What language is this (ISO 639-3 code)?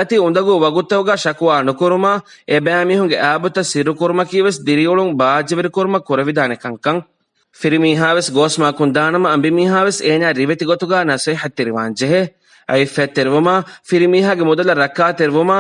div